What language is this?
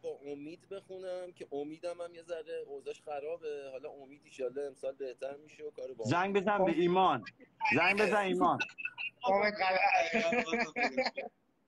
Persian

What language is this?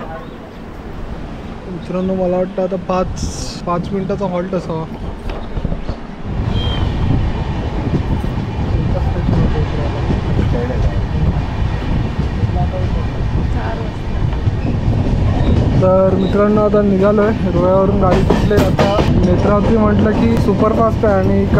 Marathi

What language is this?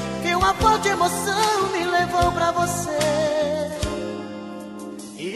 Portuguese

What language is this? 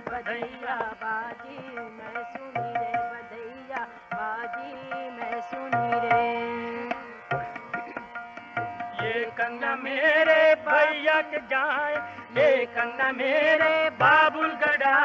Hindi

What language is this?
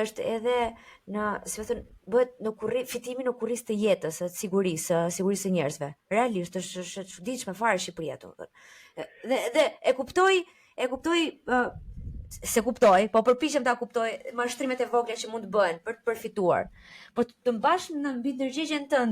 Albanian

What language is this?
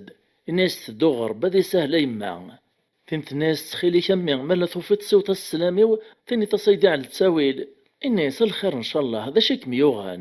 Kabyle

